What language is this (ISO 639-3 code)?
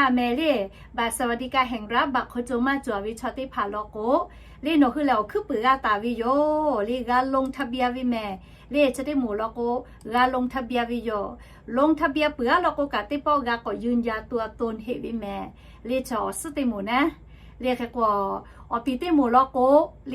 lhu